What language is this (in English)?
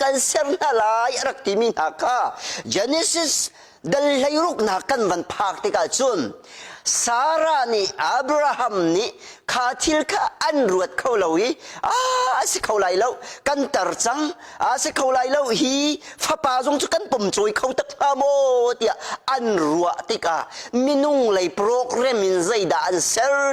Hakha Chin